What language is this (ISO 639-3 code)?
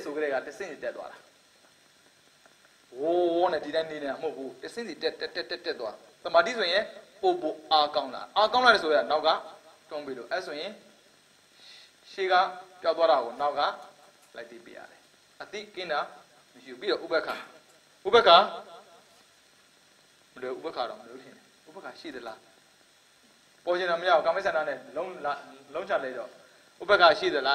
mya